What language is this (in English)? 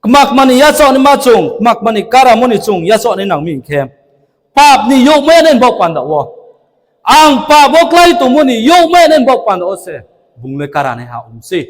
Riang (India)